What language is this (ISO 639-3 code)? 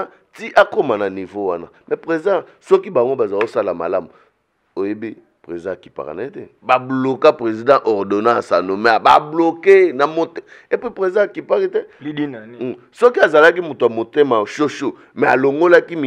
lin